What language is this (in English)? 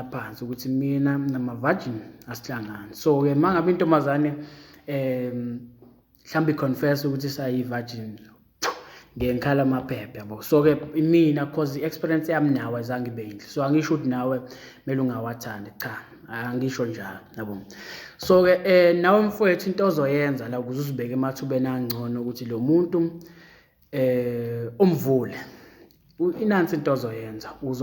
Zulu